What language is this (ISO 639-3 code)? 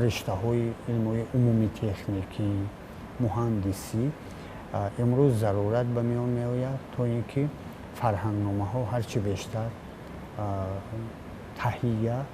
tgk